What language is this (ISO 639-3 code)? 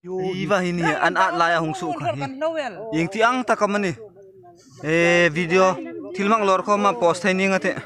hmr